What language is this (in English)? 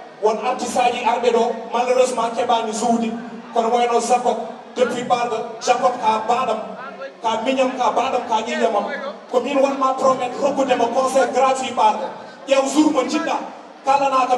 Fula